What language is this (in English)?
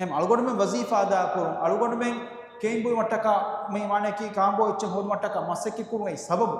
Divehi